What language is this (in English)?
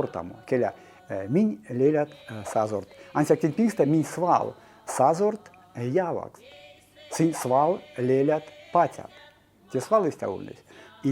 Erzya